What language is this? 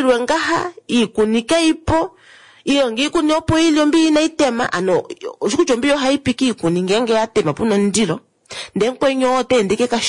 Kuanyama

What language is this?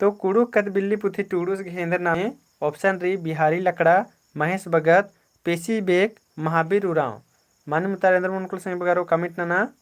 Kurukh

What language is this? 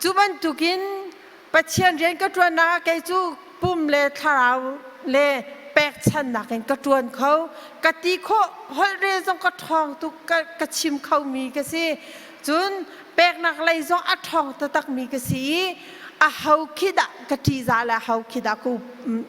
Hakha Chin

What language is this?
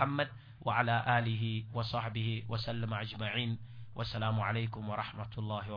Mossi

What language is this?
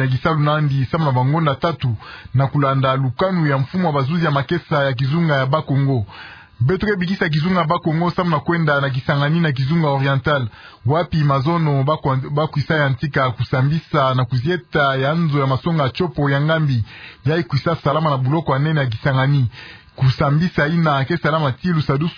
Kituba (Democratic Republic of Congo)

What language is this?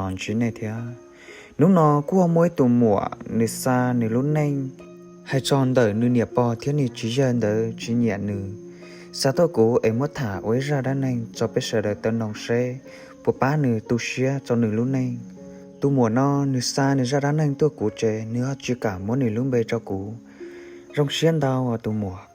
Hmong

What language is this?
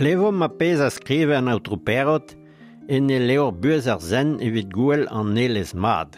Breton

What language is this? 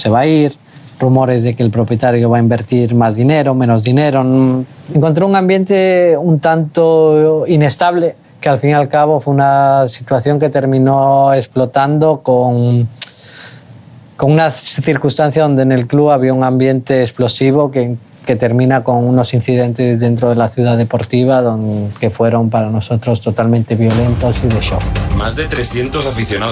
Spanish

